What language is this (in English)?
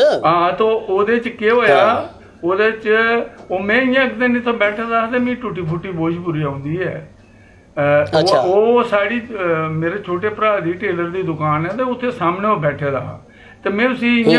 Dogri